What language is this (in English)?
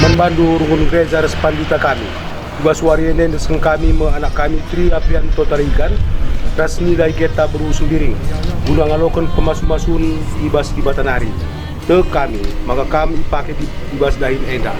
Batak Karo